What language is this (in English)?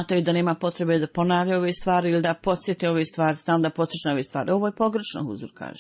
Bosnian